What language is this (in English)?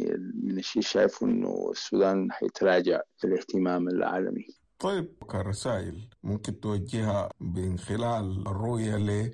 Sudanese Arabic